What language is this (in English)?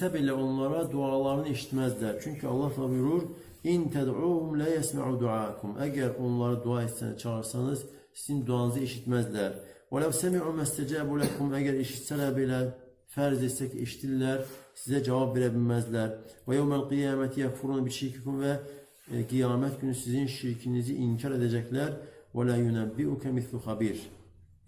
Azerbaijani